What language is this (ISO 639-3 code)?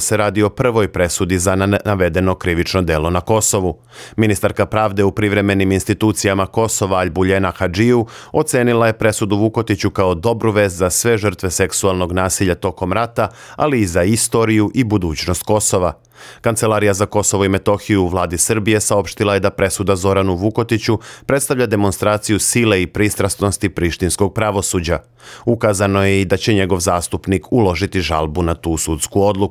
srp